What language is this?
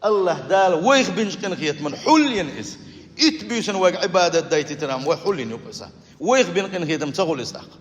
Chechen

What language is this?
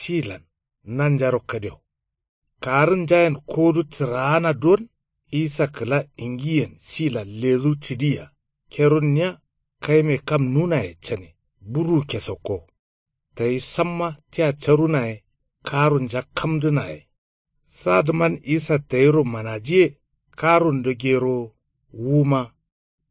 Kanuri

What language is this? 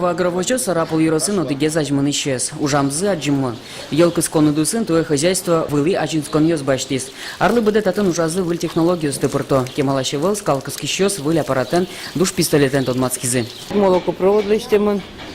Udmurt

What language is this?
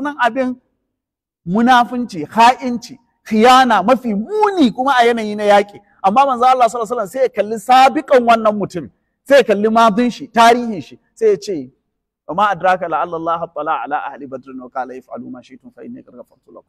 Hausa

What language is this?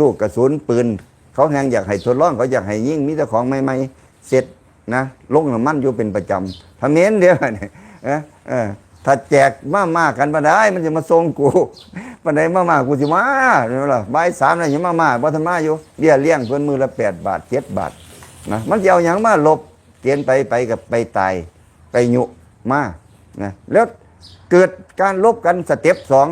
Lao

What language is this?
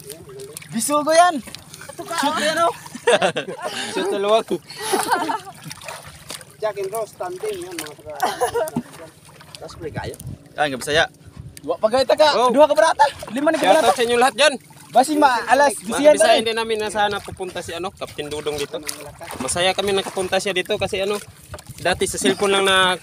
Filipino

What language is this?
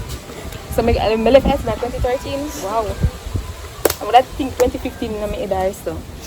Jamaican Creole English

